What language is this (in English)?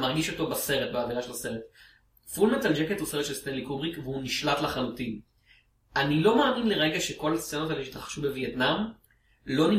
Hebrew